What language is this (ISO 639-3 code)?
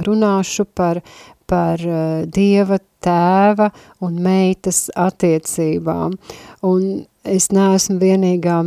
lav